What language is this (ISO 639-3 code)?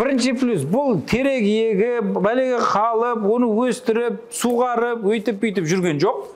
kaa